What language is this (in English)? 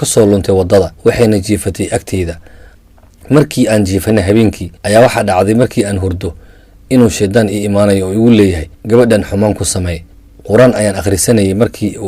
Somali